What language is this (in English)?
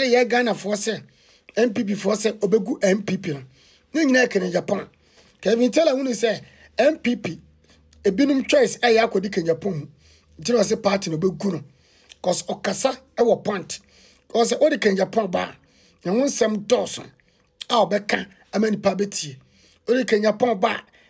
Akan